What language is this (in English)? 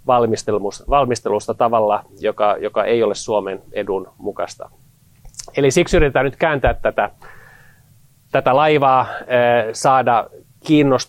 Finnish